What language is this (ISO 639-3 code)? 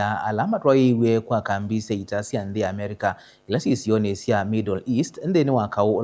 kam